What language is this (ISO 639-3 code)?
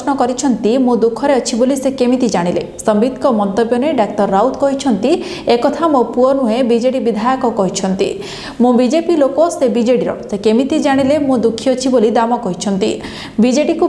ori